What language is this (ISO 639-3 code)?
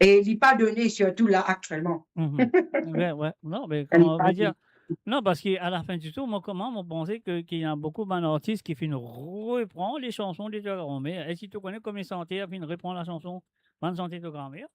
mfe